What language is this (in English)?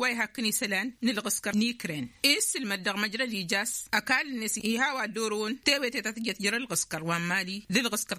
Tamasheq